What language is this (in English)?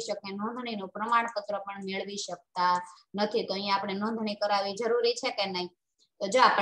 Gujarati